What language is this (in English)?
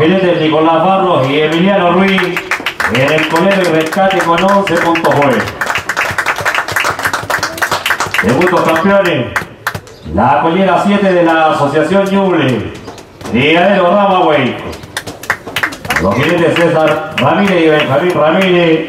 Spanish